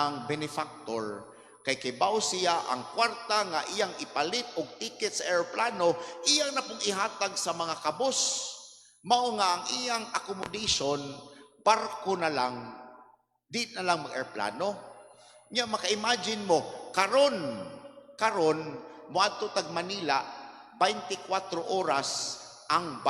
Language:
Cebuano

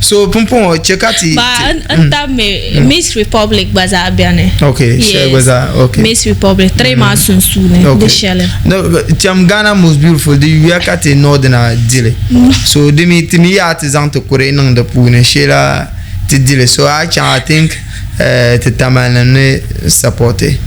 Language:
Dagbani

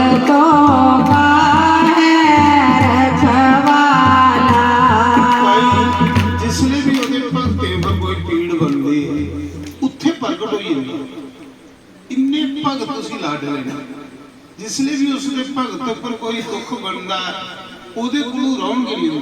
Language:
Dogri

